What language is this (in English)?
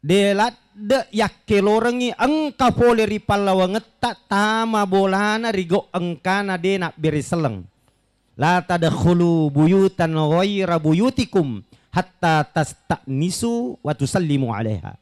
Buginese